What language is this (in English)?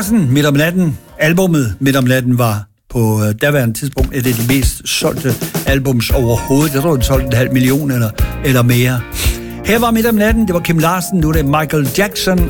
Danish